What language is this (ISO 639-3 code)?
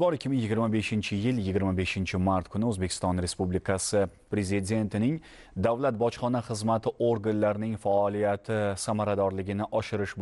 uzb